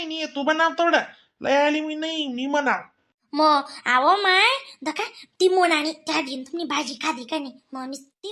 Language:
Khandesi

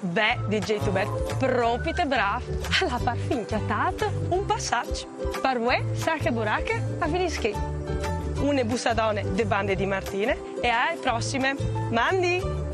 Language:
Friulian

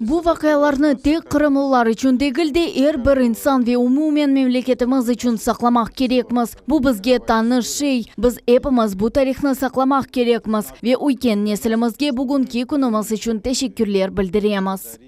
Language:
Crimean Tatar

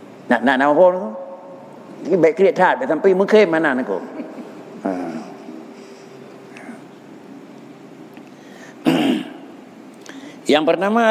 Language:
Malay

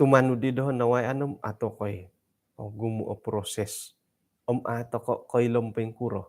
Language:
Central Dusun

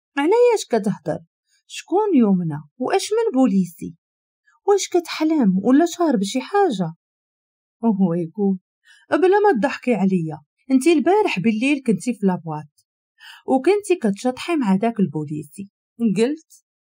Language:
Moroccan Arabic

